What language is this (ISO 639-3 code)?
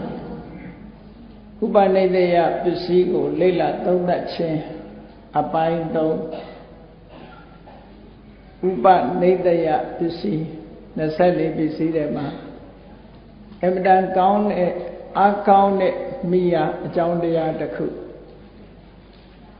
mya